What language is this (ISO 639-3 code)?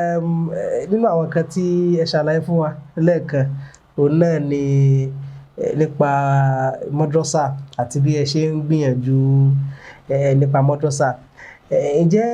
yor